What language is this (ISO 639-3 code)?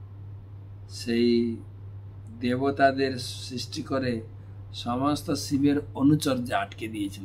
ben